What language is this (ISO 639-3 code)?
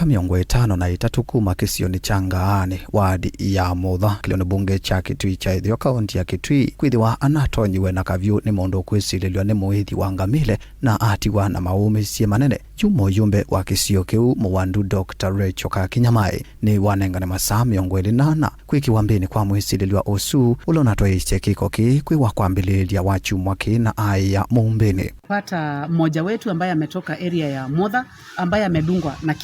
kam